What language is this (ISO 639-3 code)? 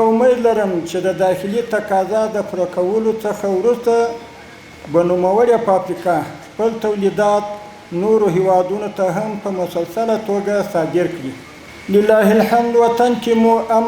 pus